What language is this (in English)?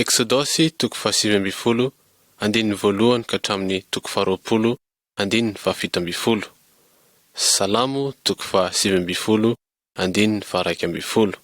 Malagasy